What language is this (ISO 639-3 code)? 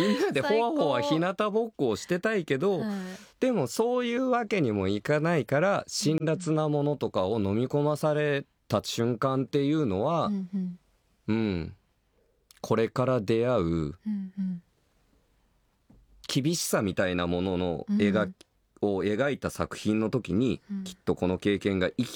jpn